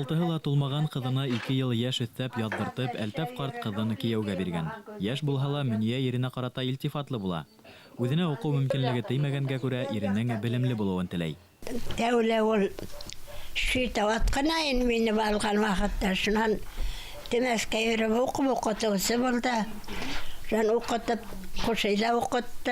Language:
Bashkir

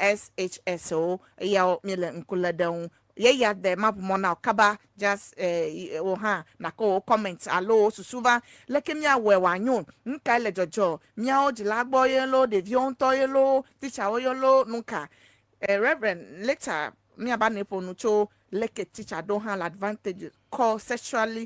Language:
Ewe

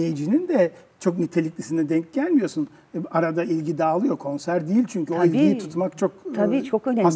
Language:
Turkish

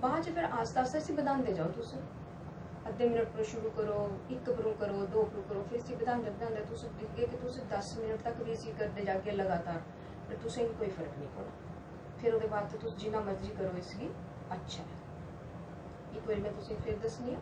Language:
Dogri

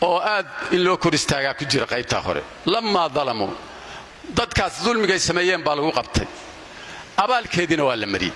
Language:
Somali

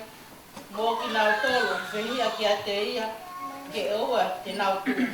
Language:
Tongan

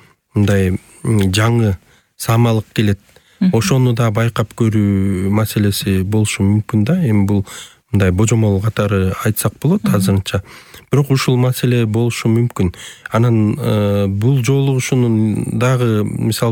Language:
Kyrgyz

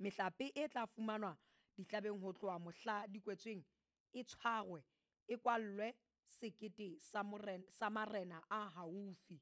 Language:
Southern Sotho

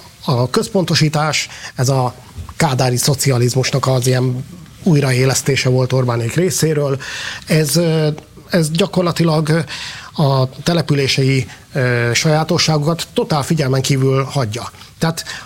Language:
Hungarian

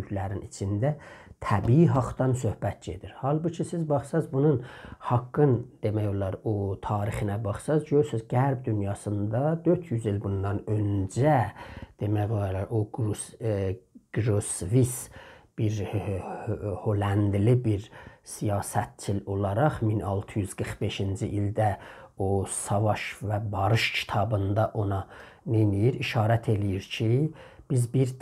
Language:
South Azerbaijani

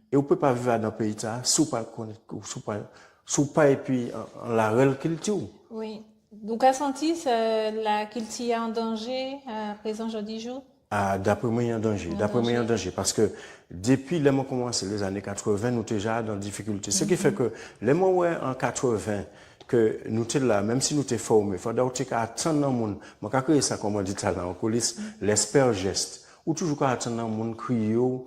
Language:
Guadeloupean Creole French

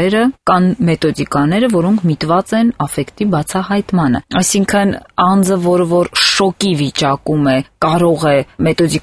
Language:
Armenian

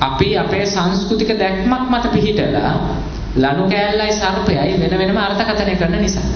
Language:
Sinhala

